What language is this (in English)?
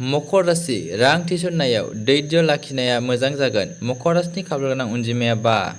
Bodo